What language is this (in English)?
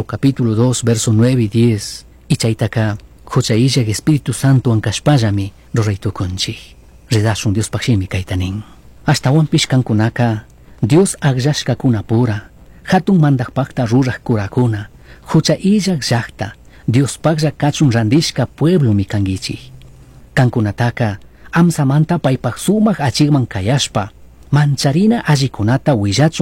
Chimborazo Highland Quichua